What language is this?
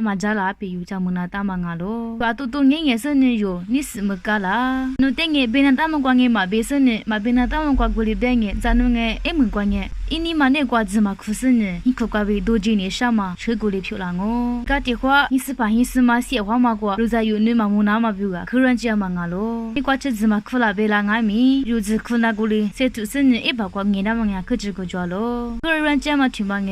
Lisu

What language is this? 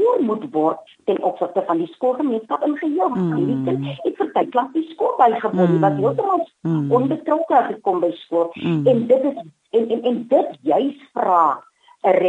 Afrikaans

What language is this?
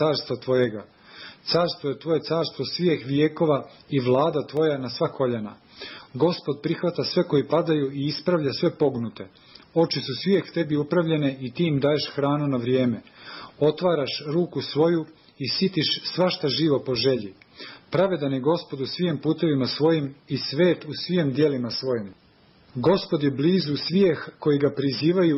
Serbian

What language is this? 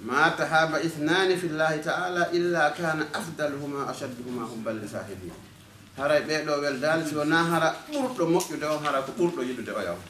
Fula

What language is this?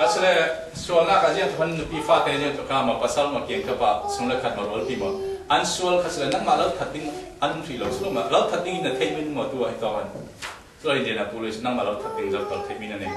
Falam Chin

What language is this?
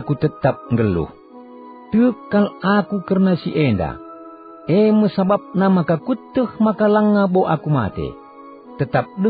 Batak Karo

